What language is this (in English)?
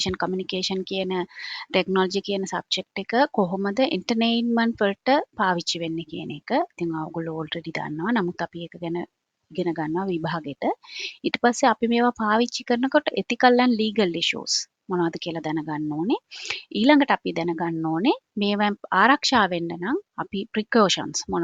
Sinhala